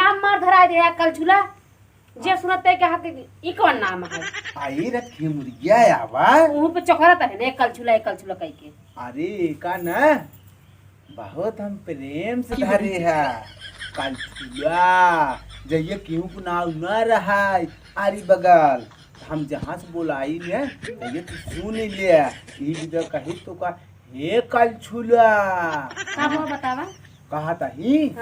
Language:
Awadhi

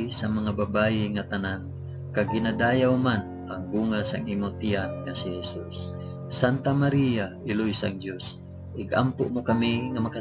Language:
Hiligaynon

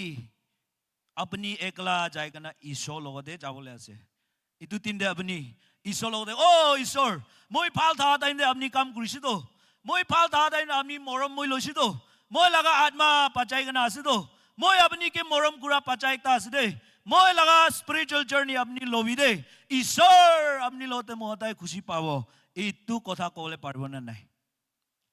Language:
Naga Pidgin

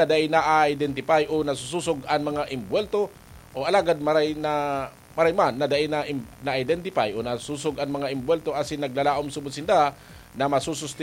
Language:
Bikol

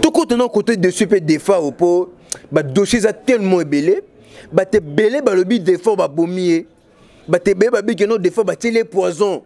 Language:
Lingala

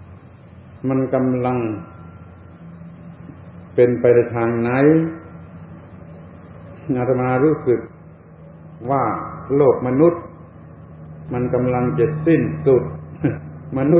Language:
Thai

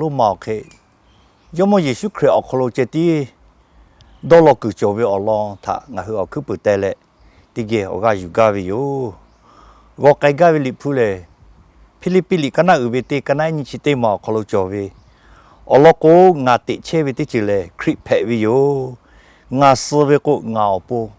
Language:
Lahu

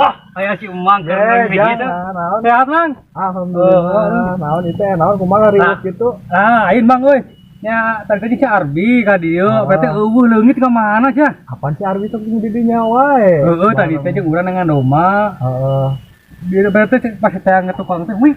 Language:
Sundanese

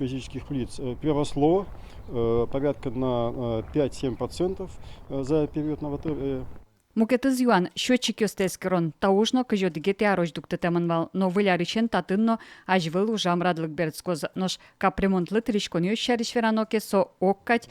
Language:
Udmurt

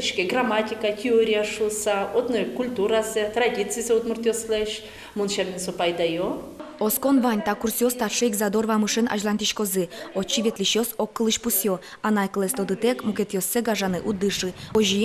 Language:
Udmurt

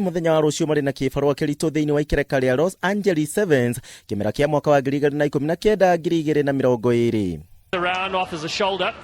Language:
Kikuyu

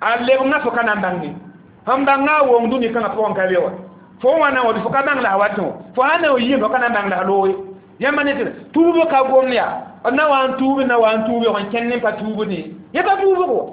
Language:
Mossi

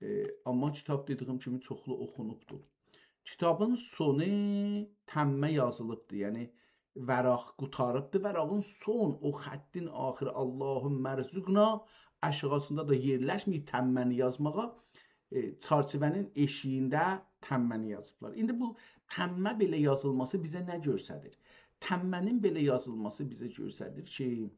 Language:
South Azerbaijani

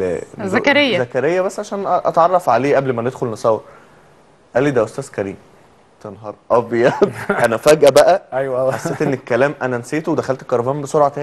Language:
Egyptian Arabic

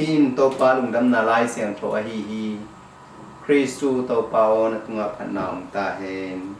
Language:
Tedim Chin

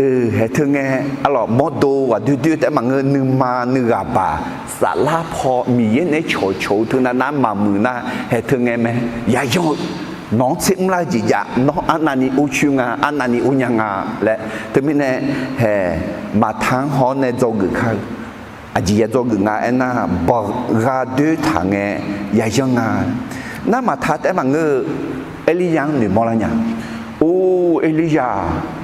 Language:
Akha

